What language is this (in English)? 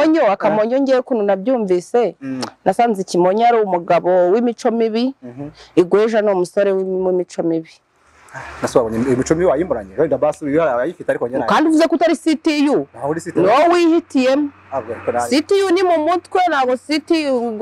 Kinyarwanda